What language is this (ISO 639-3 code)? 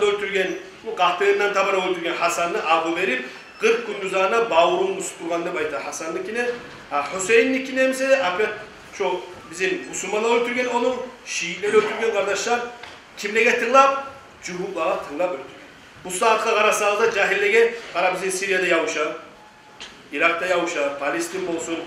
kum